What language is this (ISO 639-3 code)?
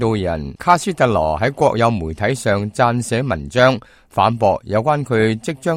yue